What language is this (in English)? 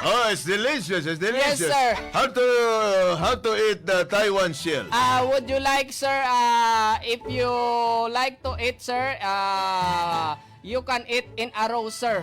Hiligaynon